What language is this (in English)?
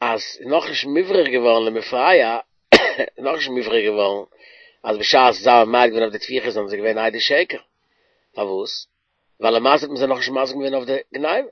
Yiddish